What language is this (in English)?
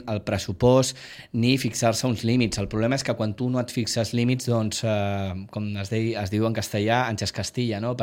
Catalan